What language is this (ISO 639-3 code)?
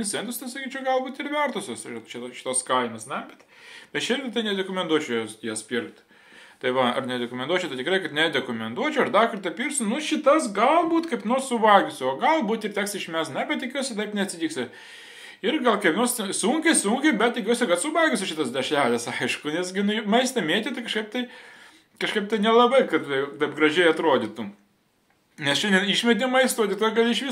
lit